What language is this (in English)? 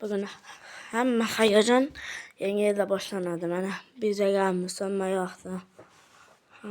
Uzbek